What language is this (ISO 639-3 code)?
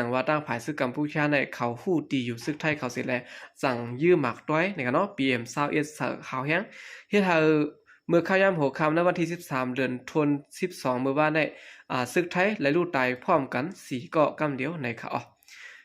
shn